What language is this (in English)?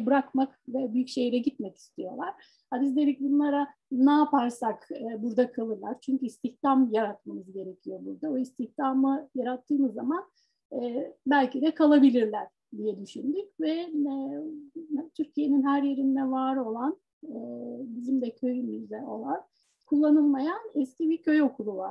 Turkish